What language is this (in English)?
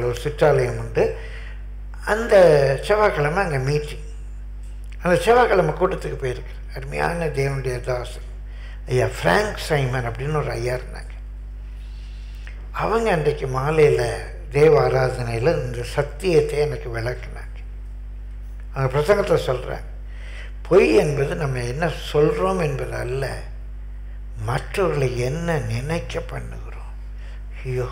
Tamil